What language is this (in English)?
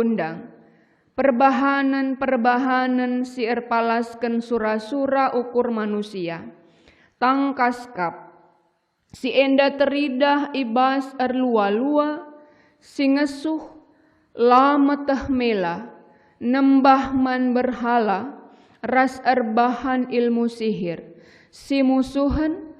Batak Karo